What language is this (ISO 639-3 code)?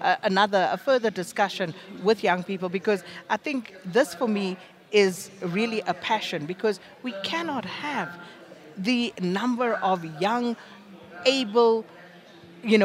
eng